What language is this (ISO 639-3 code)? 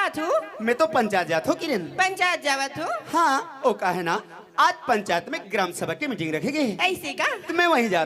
hne